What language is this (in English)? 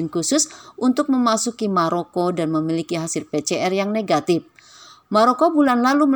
Indonesian